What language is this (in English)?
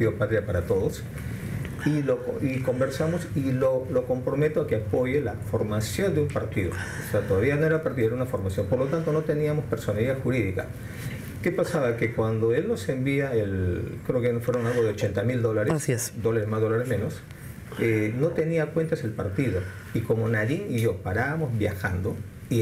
Spanish